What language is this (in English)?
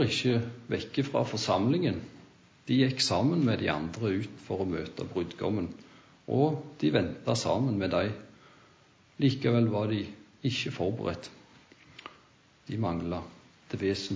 Norwegian